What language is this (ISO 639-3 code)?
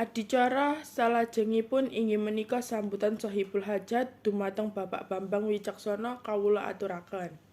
jav